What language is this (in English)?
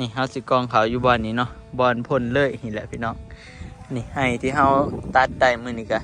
Northeastern Thai